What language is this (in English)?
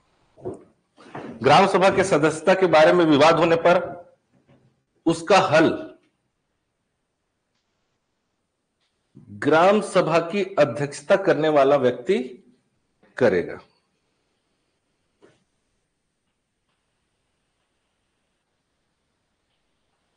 Hindi